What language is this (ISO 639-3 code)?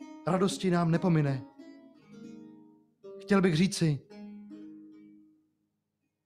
ces